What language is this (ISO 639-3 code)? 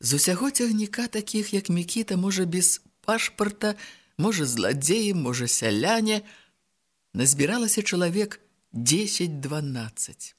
bel